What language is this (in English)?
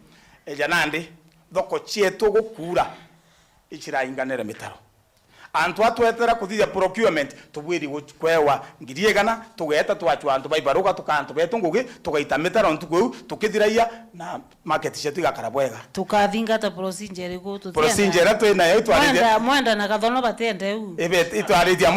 Meru